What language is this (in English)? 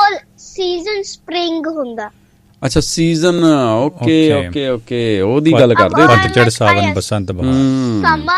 Punjabi